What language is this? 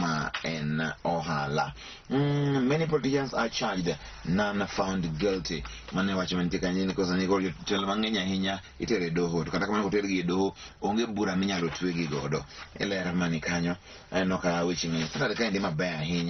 Luo (Kenya and Tanzania)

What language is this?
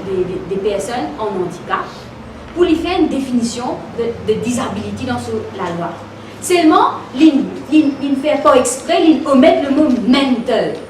Morisyen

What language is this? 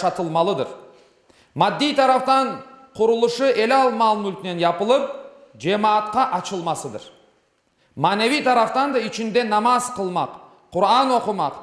Crimean Tatar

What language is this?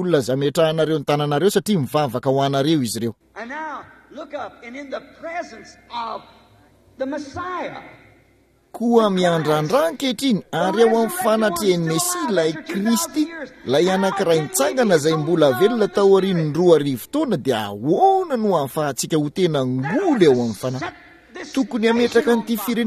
Malagasy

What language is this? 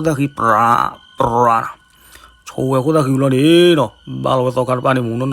S'gaw Karen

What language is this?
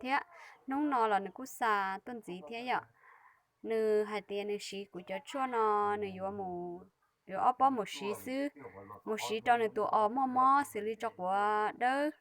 Hmong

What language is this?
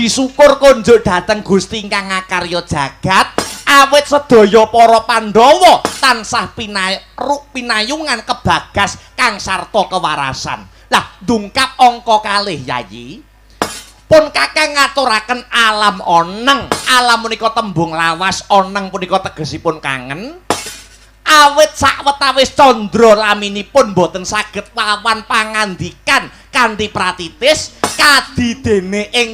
Javanese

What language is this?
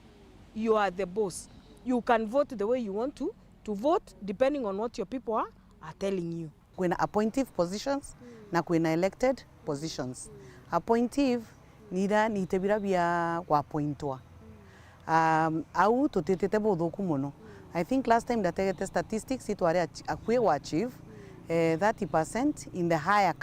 Meru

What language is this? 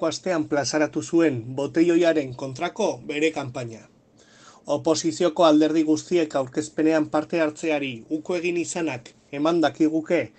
Basque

